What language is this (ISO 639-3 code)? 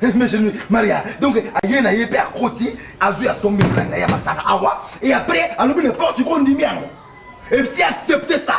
lin